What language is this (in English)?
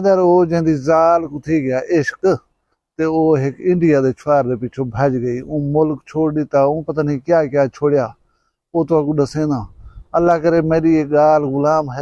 Saraiki